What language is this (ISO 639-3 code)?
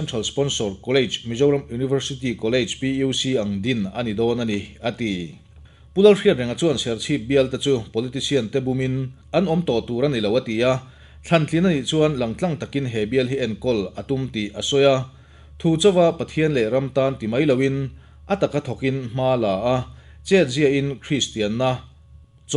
lus